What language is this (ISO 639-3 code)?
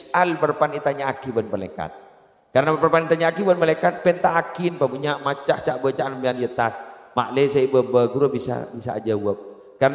mad